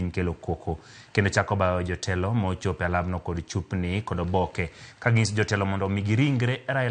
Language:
Luo (Kenya and Tanzania)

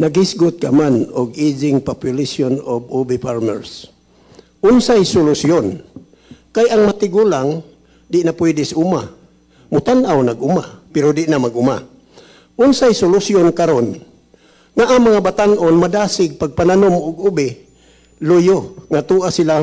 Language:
Cebuano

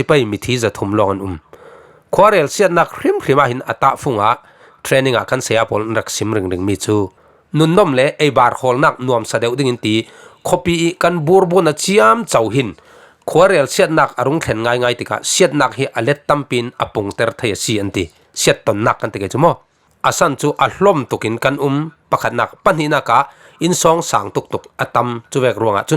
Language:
Falam Chin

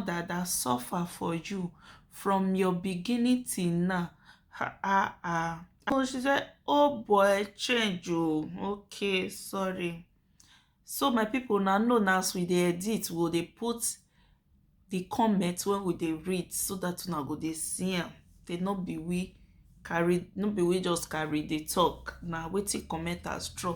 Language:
Nigerian Pidgin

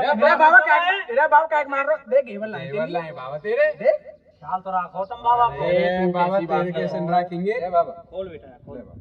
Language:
Braj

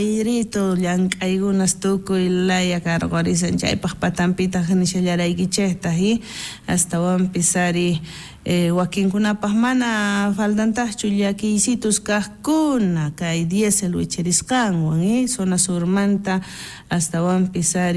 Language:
South Bolivian Quechua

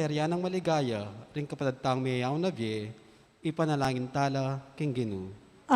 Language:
Pampanga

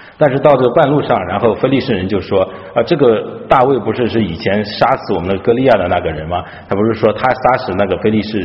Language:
Chinese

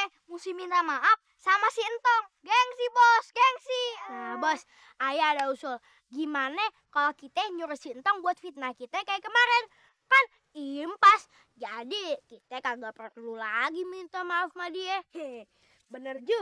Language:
Betawi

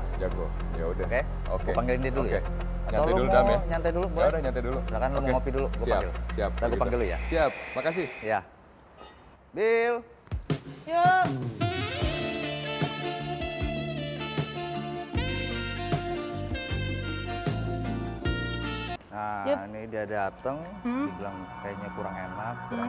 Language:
Indonesian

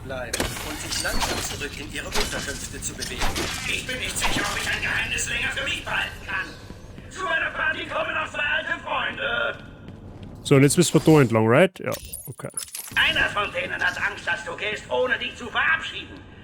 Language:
Bavarian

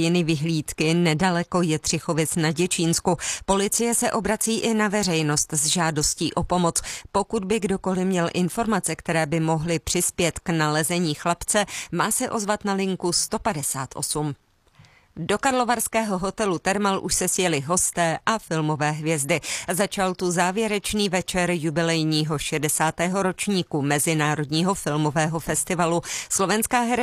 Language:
Czech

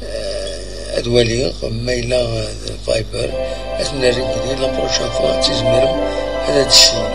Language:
Kabyle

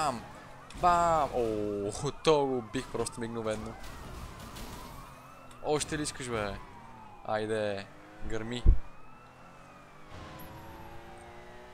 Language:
Bulgarian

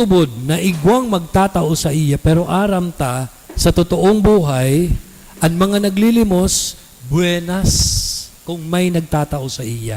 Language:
Bikol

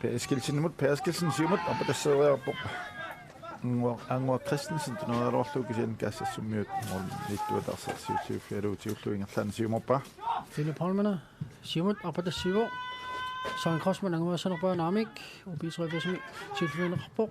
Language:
Kalaallisut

